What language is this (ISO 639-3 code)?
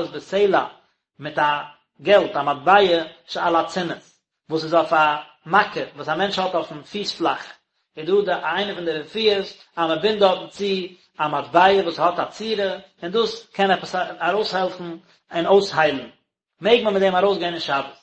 yid